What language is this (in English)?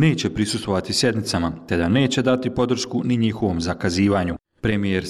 Bosnian